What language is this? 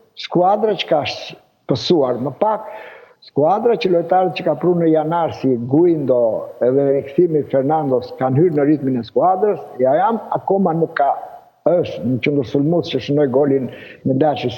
Albanian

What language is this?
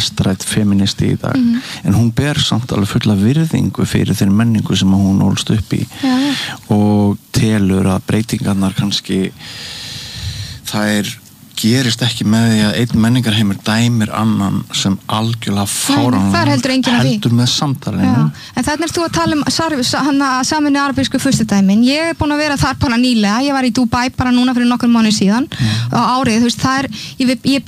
Icelandic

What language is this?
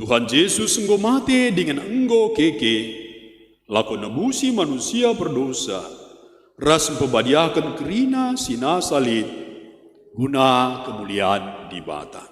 Batak Karo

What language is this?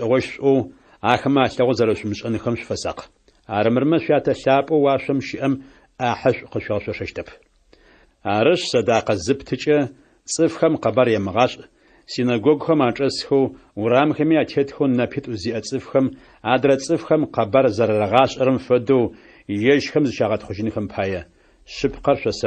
Adyghe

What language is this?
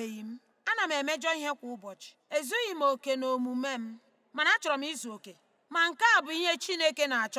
Igbo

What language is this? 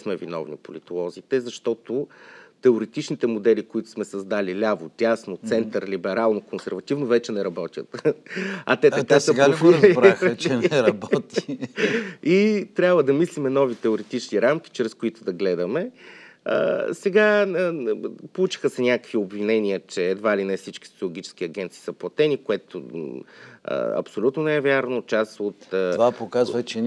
Bulgarian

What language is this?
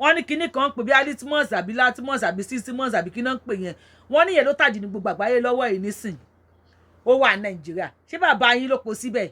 Yoruba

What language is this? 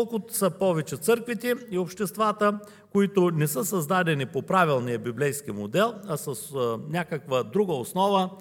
Bulgarian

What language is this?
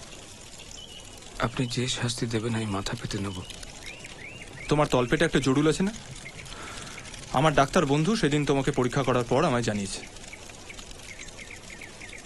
Bangla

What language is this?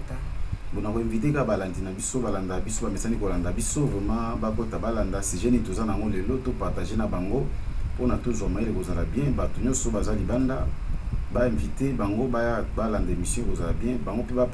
Lingala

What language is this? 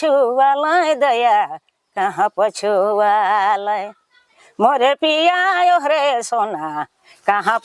Sadri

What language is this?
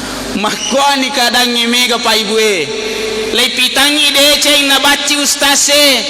Buginese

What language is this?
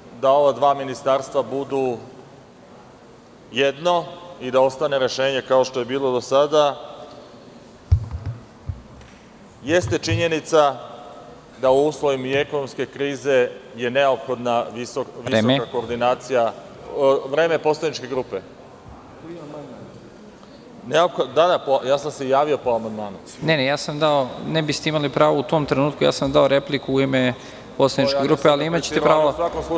Serbian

